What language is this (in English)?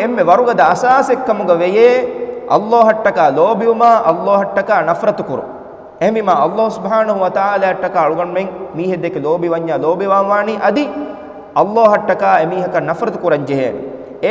Divehi